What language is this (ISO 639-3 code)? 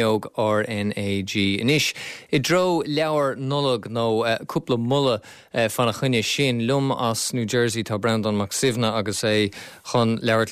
gle